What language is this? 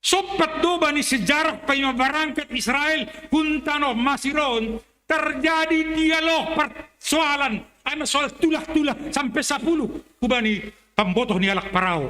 Batak Simalungun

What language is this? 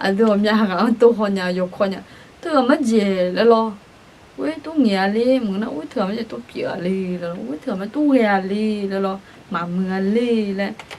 Akha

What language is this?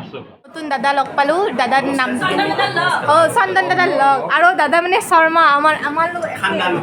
Assamese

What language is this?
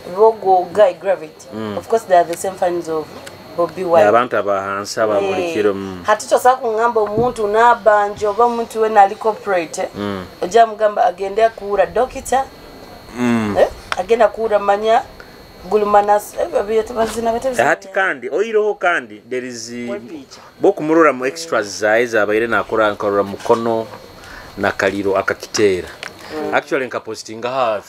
Nyoro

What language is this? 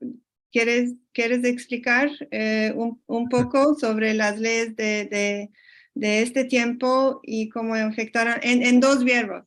Ladino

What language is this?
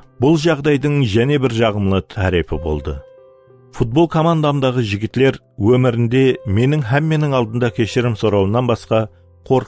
Kara-Kalpak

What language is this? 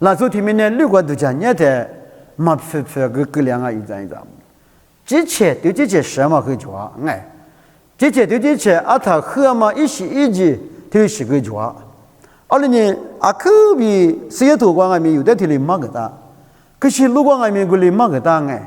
Lisu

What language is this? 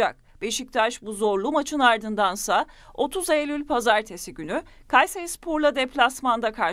Turkish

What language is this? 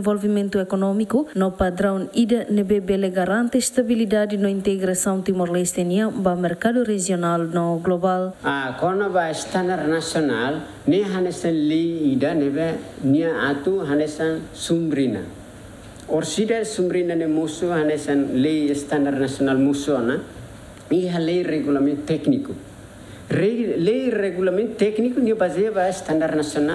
Tetum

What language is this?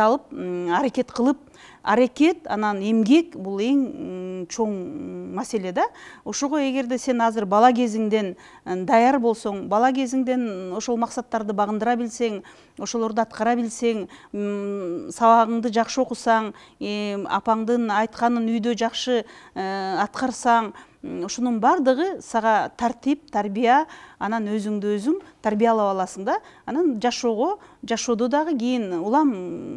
Kyrgyz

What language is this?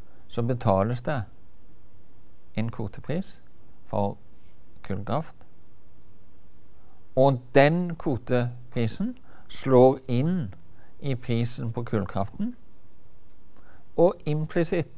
Norwegian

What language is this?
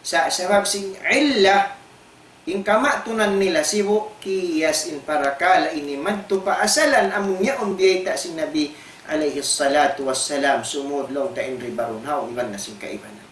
Tausug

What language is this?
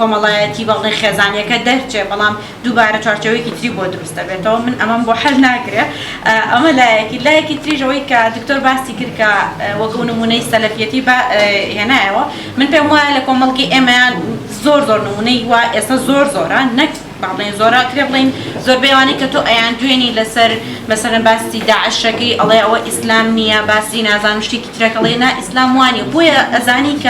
Central Kurdish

